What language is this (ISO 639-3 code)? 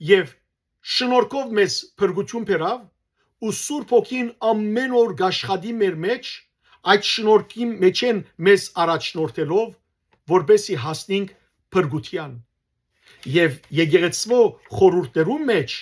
hyw